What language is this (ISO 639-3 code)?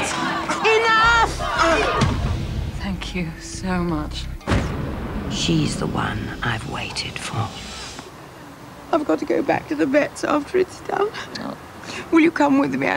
eng